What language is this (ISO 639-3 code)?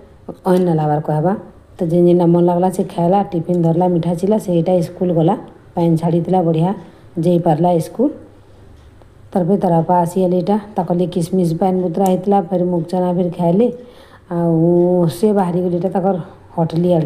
spv